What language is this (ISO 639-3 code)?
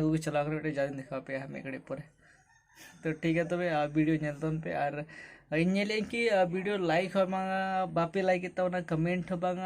sat